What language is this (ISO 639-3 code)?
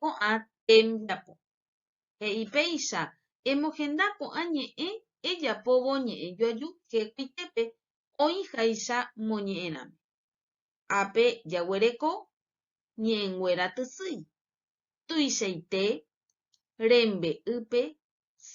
grn